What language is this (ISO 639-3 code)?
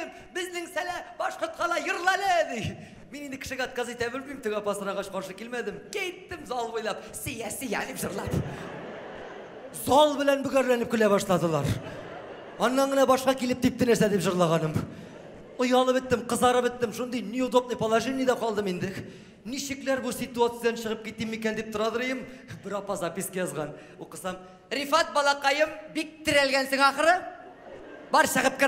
tat